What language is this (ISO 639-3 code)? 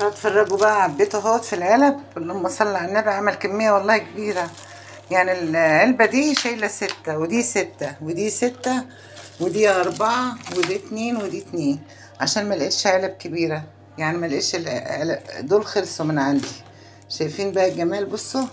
arz